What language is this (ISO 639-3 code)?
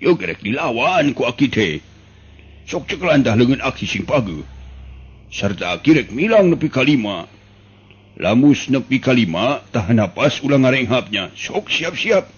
sun